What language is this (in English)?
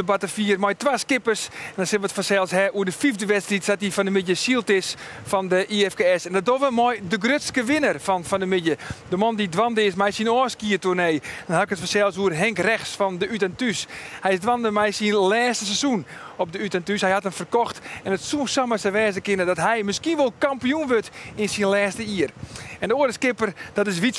Western Frisian